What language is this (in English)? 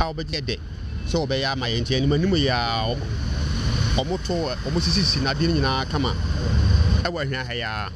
Akan